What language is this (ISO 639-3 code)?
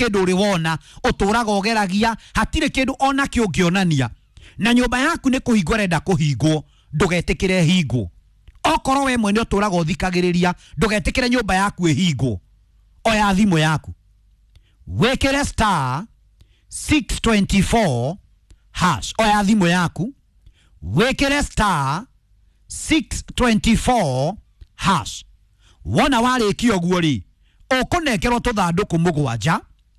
kik